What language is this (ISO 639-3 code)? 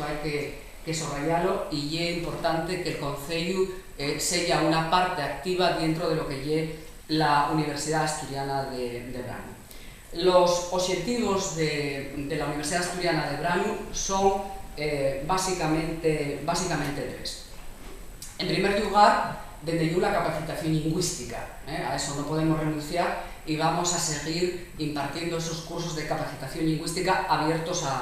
ast